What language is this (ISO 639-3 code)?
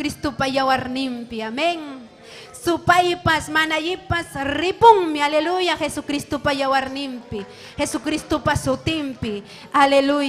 quy